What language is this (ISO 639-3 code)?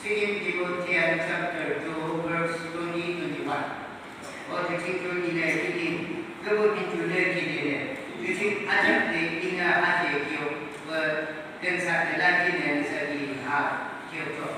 yim